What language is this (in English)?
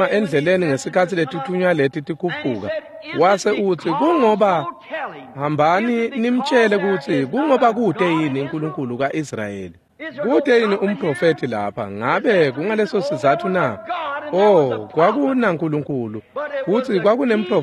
Swati